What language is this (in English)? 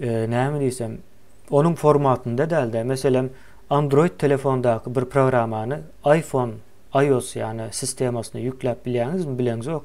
Turkmen